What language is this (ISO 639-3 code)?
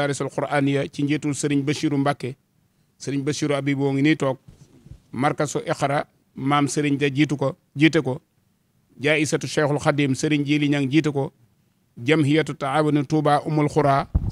wol